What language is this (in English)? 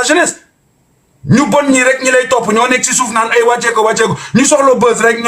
Wolof